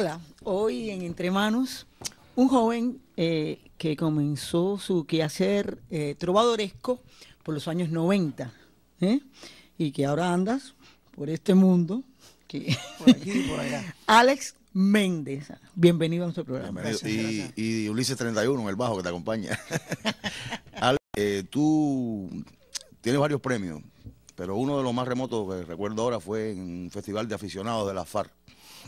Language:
Spanish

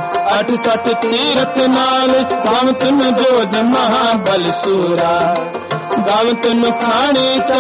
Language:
Hindi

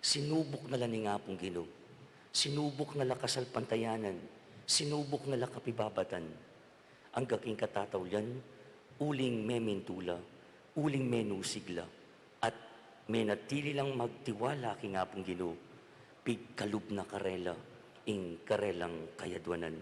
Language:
Pampanga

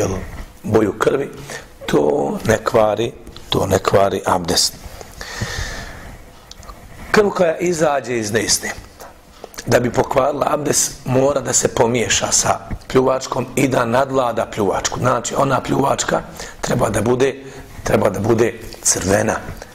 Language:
Bosnian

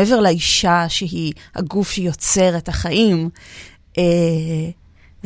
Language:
Hebrew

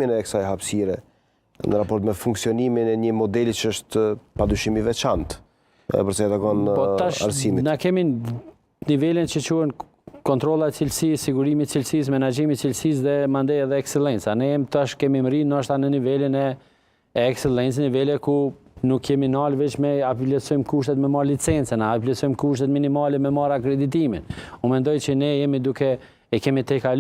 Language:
Albanian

